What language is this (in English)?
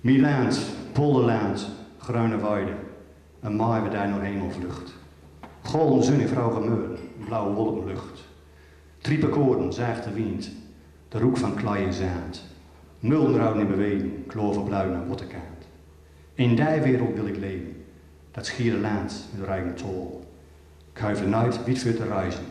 Gronings